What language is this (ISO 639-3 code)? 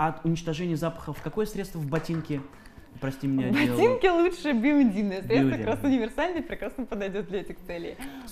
rus